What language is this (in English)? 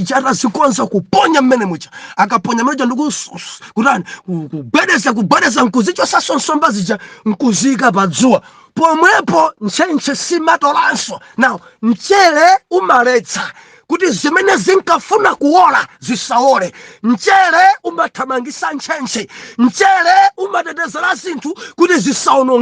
Nyanja